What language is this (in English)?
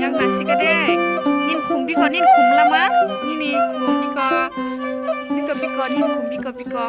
Kok Borok